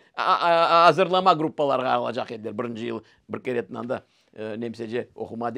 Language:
Crimean Tatar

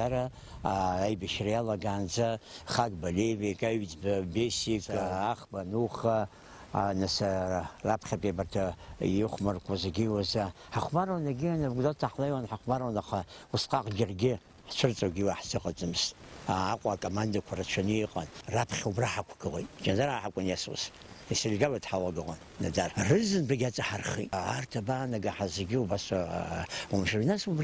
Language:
Abkhazian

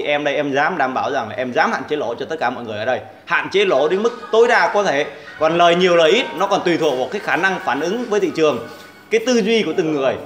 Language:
Vietnamese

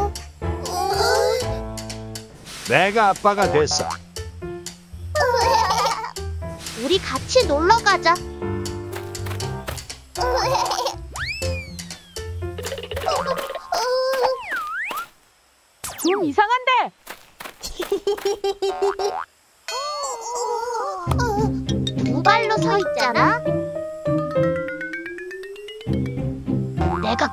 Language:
Korean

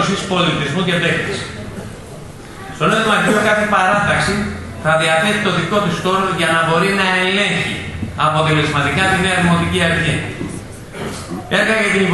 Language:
Greek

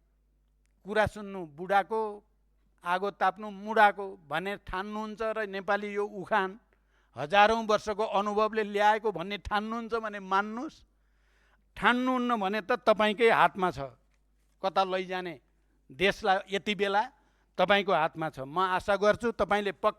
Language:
Nepali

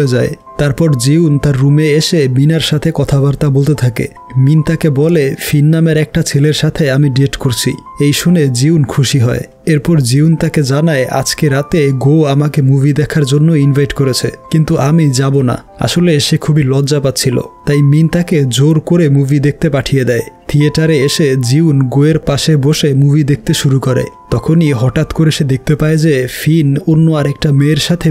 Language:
Bangla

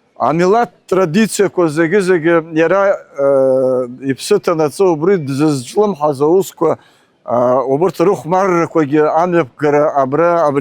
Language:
Abkhazian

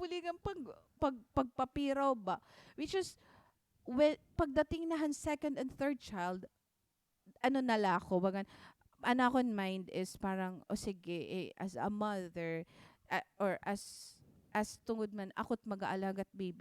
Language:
Waray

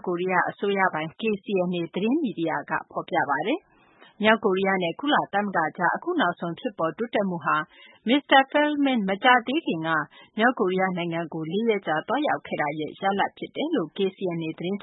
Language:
Burmese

